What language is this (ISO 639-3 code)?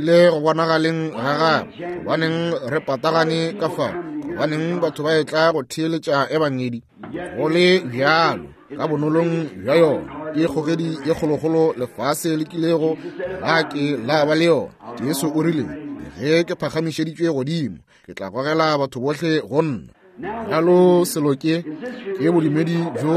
nso